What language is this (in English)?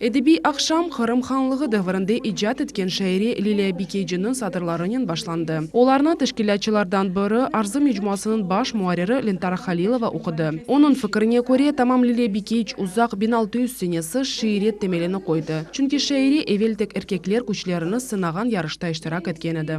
Crimean Tatar